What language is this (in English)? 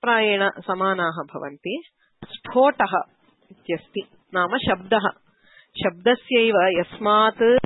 Sanskrit